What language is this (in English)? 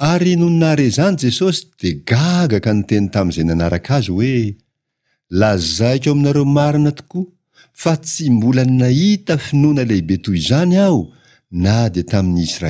Malagasy